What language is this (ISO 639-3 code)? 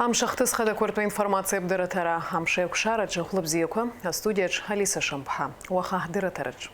abk